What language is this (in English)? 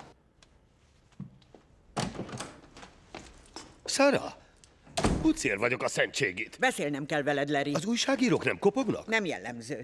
Hungarian